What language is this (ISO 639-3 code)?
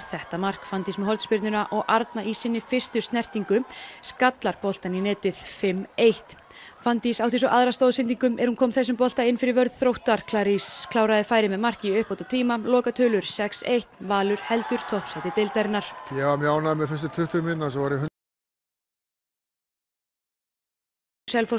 isl